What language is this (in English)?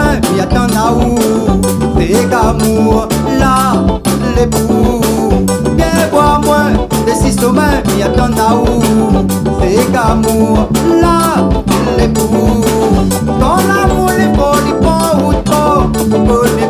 Réunion Creole French